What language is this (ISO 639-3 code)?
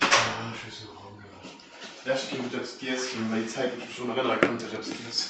ltz